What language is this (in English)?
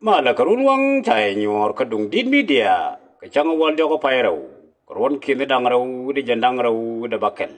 Nuer